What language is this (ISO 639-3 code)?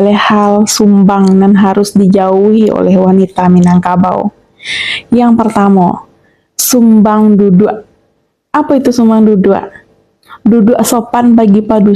min